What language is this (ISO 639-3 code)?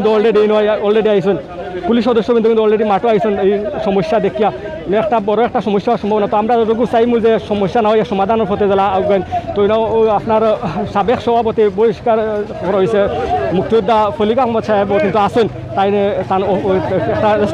syl